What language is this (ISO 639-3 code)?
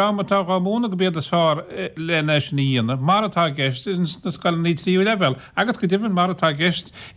gle